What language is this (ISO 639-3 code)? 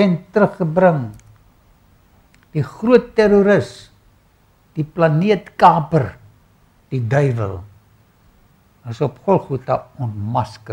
afr